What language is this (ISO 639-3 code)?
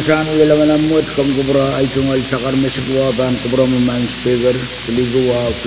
pon